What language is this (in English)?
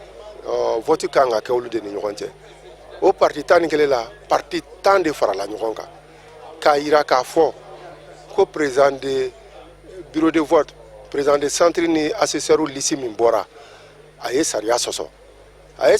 Bambara